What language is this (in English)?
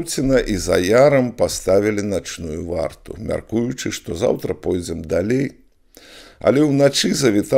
Belarusian